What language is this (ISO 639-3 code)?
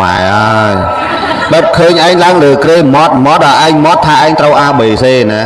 khm